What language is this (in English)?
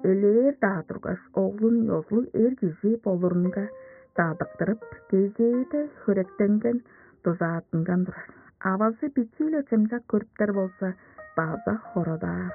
Tuvinian